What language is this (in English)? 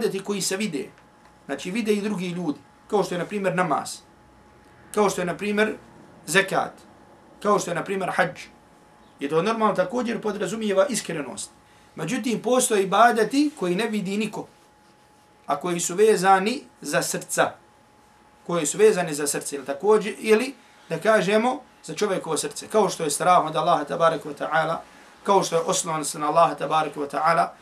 Bosnian